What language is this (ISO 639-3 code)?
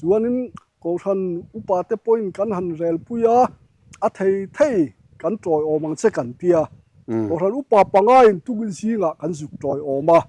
lus